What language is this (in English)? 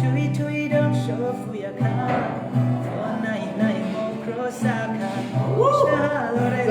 Dimasa